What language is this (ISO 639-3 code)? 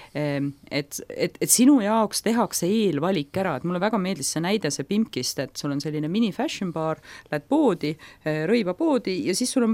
est